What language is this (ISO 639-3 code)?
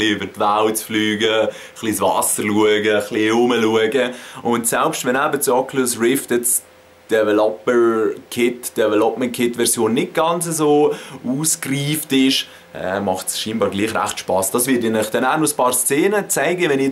gsw